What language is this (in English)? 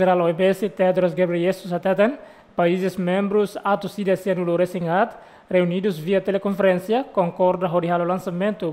Tetum